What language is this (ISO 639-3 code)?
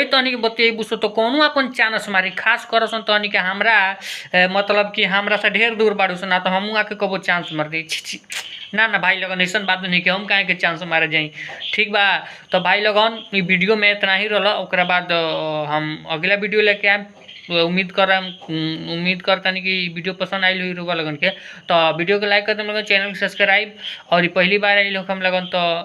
bho